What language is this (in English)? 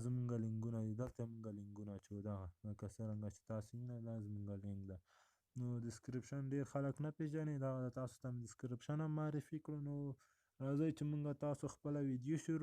Pashto